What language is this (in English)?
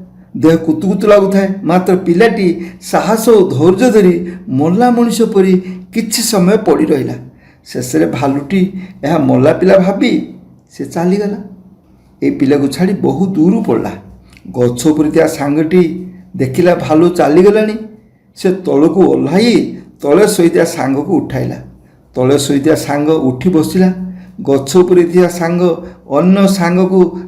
Odia